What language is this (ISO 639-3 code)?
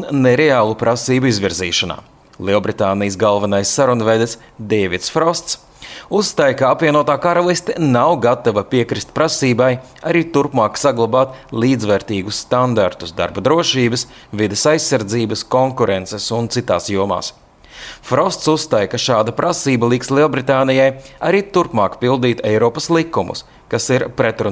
lav